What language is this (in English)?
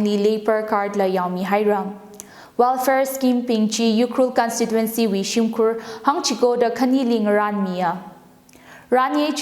Tangkhul Naga (India)